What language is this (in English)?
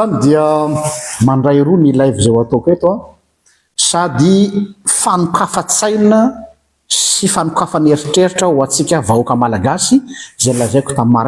Malagasy